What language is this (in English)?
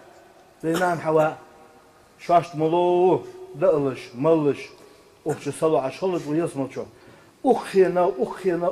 Ingush